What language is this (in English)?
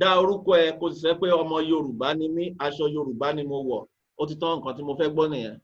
Yoruba